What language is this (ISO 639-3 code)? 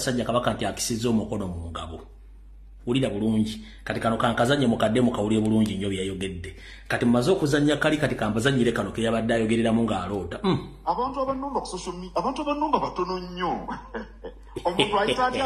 lug